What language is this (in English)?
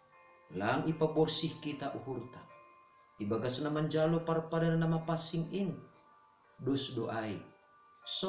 Batak Simalungun